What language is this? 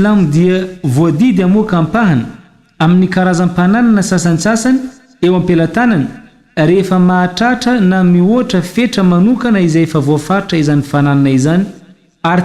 Malagasy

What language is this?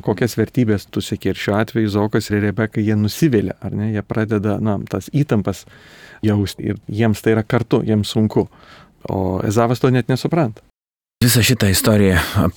Lithuanian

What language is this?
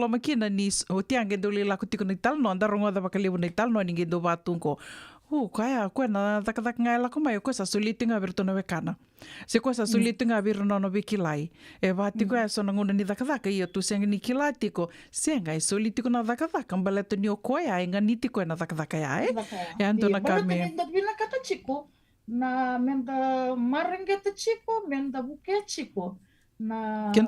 Fijian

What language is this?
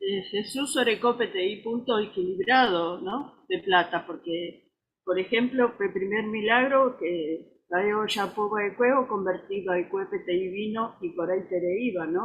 Guarani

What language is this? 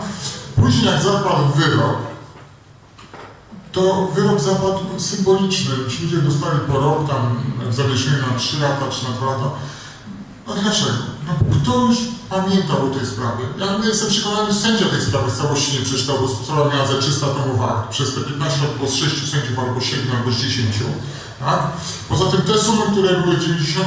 Polish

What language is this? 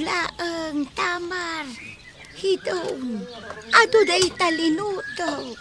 Iloko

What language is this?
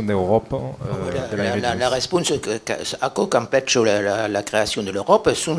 Occitan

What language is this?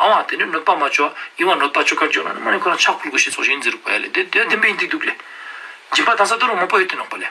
Ladakhi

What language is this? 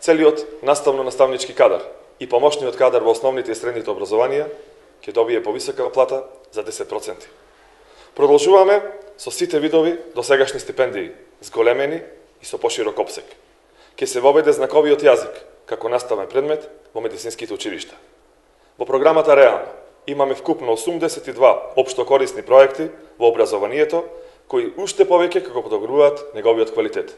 Macedonian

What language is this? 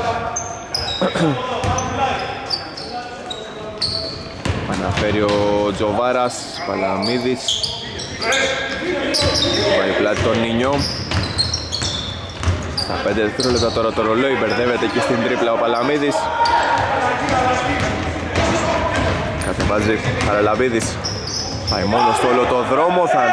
Greek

